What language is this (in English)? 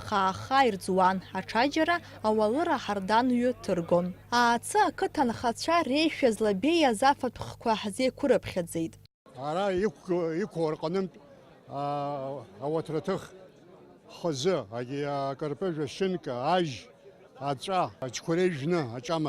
Abkhazian